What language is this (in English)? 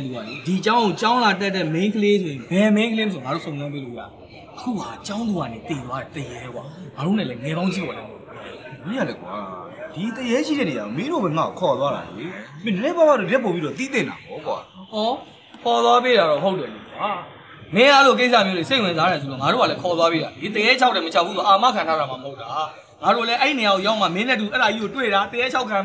Burmese